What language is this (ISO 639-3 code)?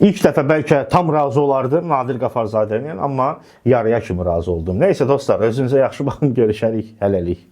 aze